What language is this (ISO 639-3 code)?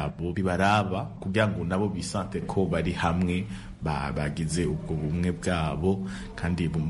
kin